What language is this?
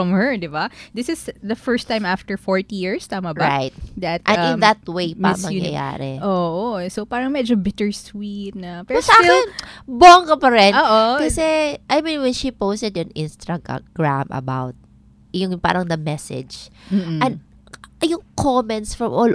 Filipino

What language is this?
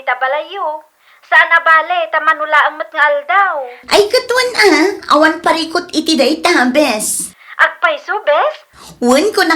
Iloko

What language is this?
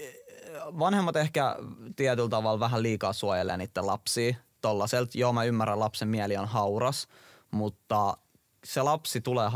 Finnish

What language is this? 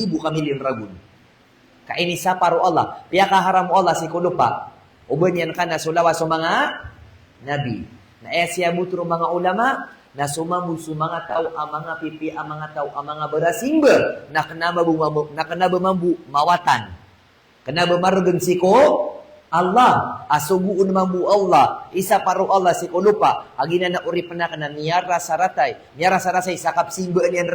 Maranao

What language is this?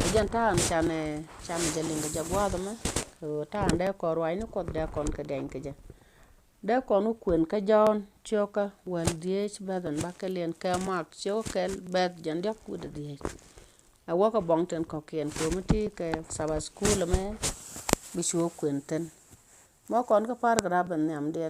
Nuer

